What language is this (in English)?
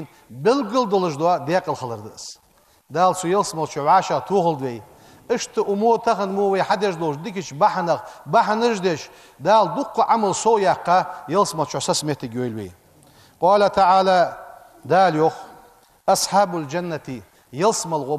Ingush